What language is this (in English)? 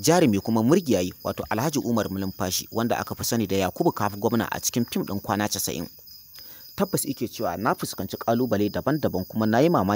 Hausa